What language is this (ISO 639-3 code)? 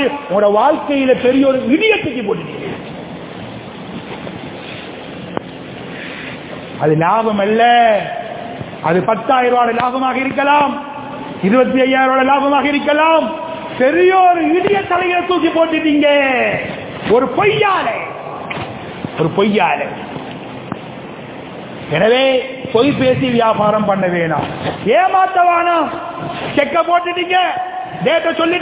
tam